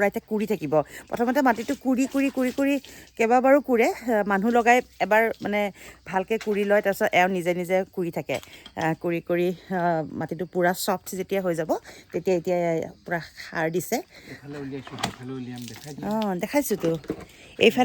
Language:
Assamese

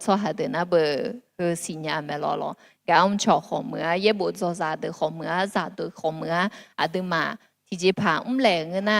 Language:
Akha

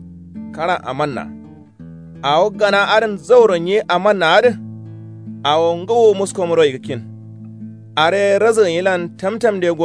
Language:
Kanuri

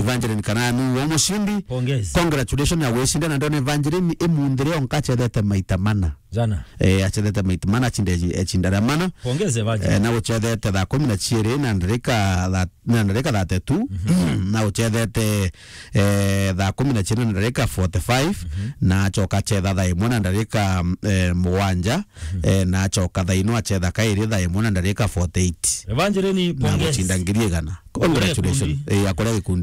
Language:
Meru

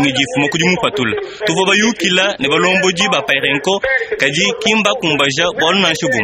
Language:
Luba-Lulua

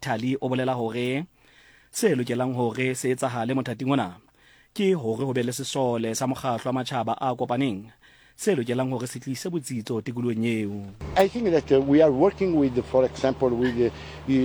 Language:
Southern Sotho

